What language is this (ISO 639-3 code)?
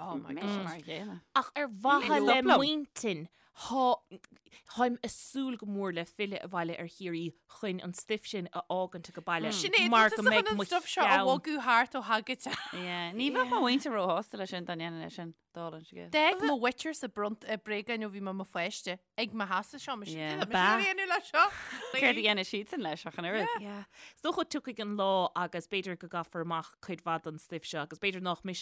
gle